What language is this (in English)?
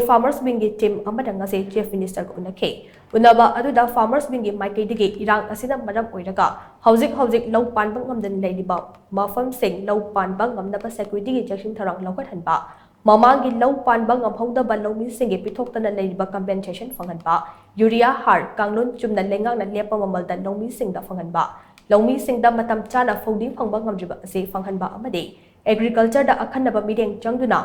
Manipuri